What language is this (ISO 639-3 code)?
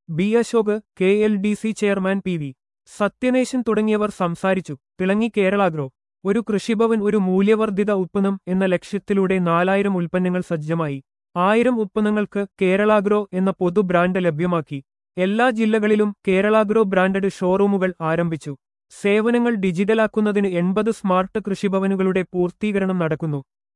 mal